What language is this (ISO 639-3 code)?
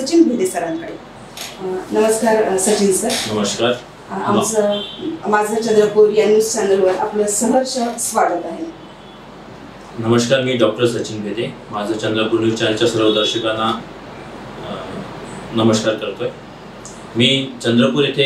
mar